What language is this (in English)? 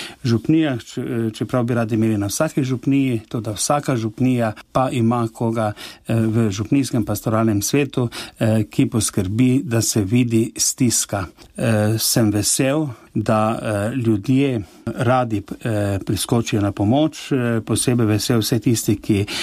Slovenian